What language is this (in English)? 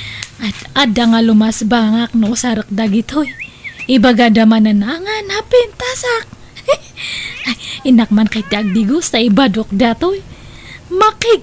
Iloko